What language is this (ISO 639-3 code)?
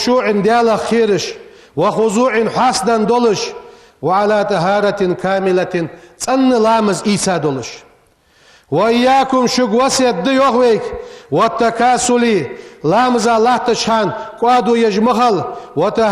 inh